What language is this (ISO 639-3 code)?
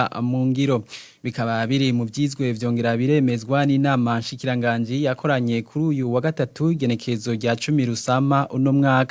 run